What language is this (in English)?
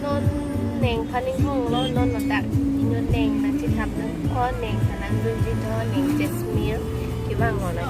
Karbi